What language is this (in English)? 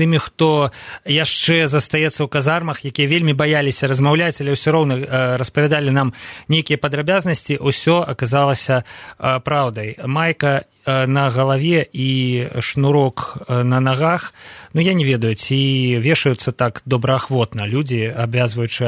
Belarusian